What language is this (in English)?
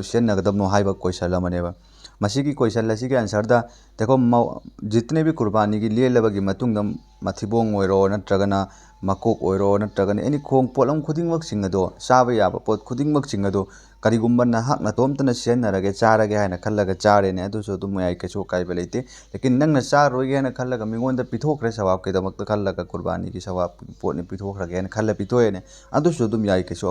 Manipuri